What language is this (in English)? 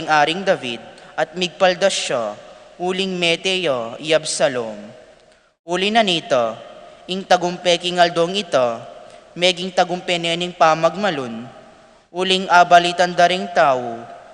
Pampanga